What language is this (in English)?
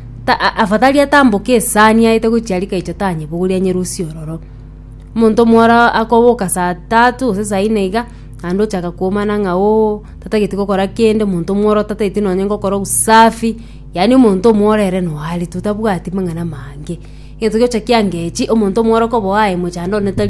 Gusii